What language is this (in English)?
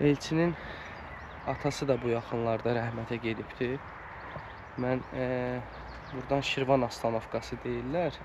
Azerbaijani